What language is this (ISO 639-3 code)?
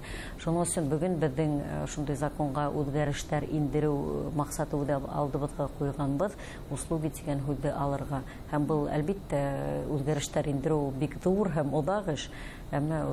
bak